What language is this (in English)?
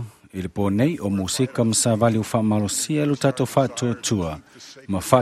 Samoan